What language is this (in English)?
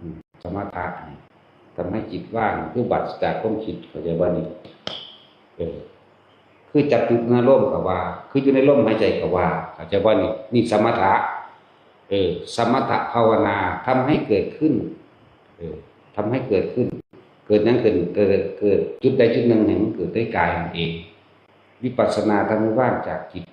Northeastern Thai